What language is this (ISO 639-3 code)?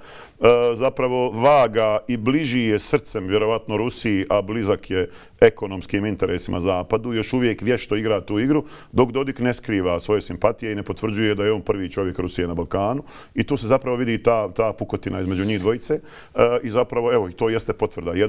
bos